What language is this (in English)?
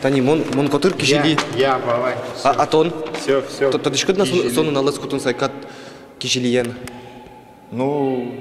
Udmurt